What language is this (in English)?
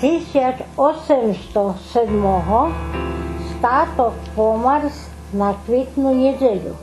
Rusyn